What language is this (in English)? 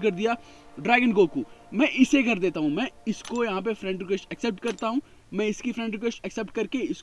Hindi